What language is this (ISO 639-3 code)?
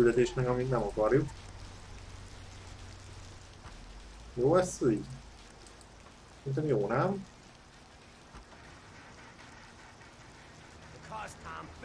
hun